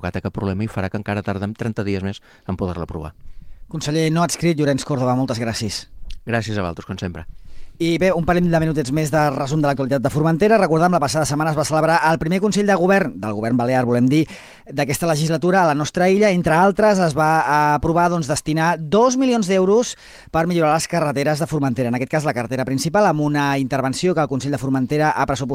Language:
Catalan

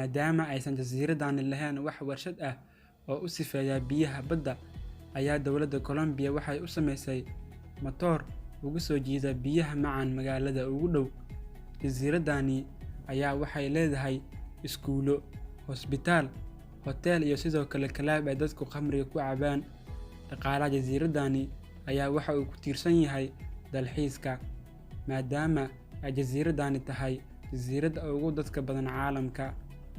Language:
Somali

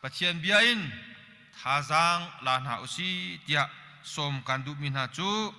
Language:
Hakha Chin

